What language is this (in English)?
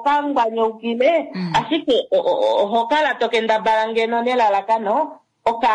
Kuanyama